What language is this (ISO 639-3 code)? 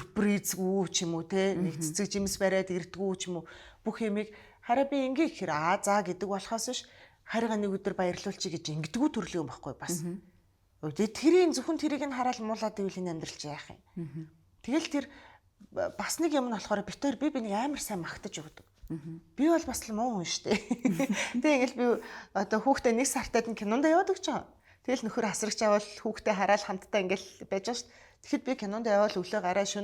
mon